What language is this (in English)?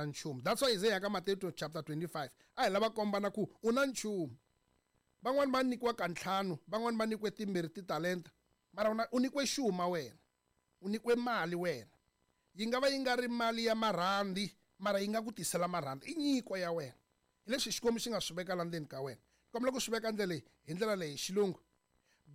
Tsonga